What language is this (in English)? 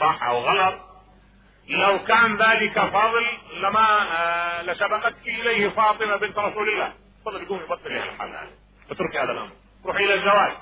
Mesopotamian Arabic